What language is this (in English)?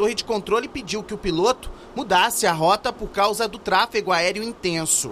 Portuguese